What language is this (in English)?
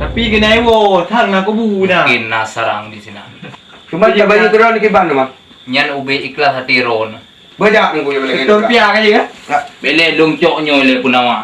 Achinese